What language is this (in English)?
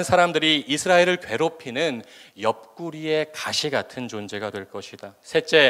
Korean